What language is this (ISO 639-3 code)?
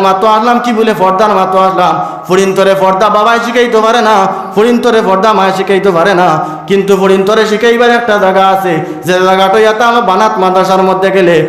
syl